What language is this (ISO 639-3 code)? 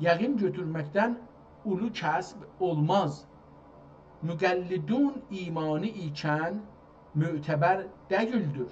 azb